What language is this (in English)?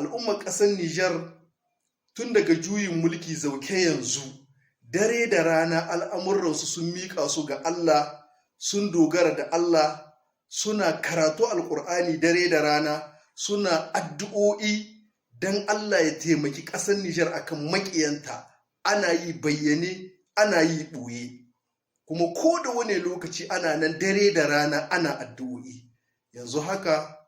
Hausa